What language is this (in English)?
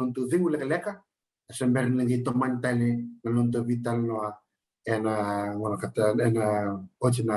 Fijian